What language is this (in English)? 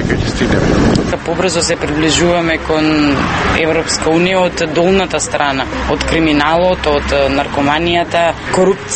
Macedonian